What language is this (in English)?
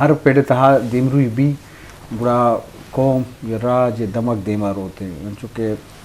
Eastern Balochi